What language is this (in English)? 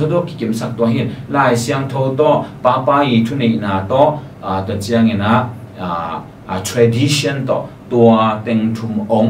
Tedim Chin